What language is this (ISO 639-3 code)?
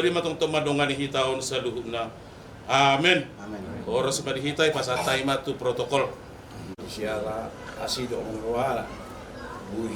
bbc